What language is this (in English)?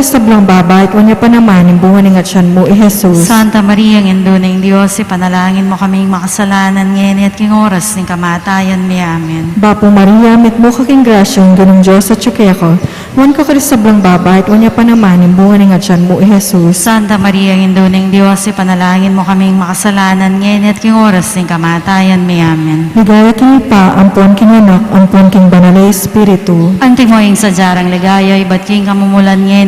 Pampanga